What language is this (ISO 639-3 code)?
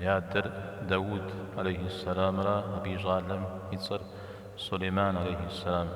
kbd